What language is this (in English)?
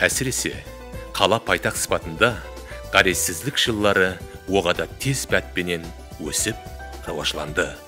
Kara-Kalpak